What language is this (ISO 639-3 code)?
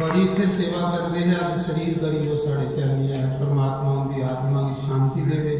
doi